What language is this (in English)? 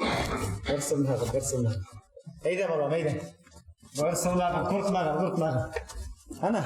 Bashkir